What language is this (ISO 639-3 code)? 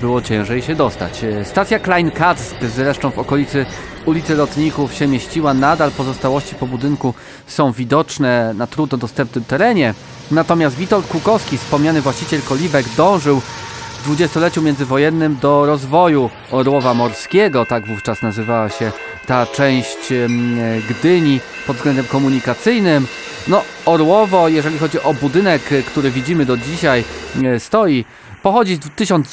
pol